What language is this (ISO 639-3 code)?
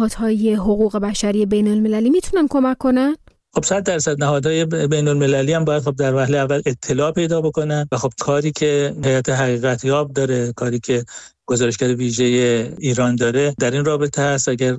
fas